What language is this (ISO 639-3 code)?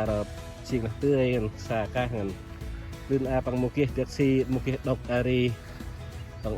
cmo